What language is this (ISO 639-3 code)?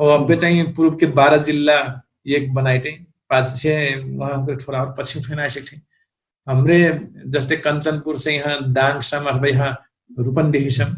thl